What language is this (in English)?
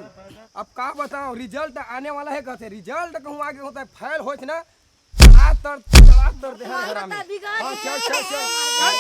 Chhattisgarhi